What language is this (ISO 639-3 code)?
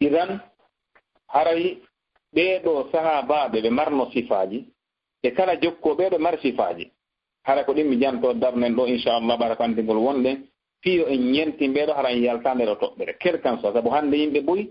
ful